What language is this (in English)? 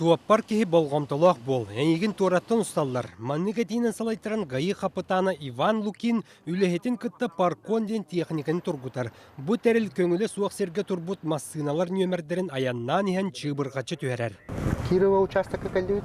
Yakut